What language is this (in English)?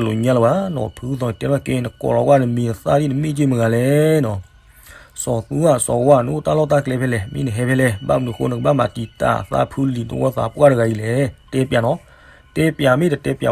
S'gaw Karen